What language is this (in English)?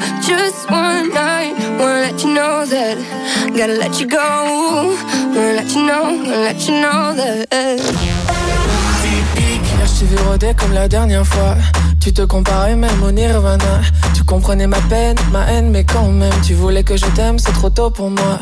French